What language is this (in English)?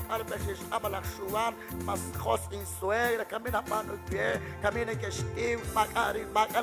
Kekchí